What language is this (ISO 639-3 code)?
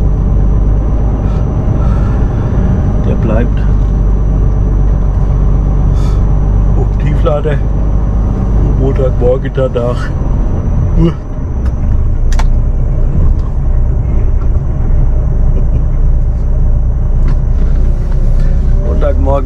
deu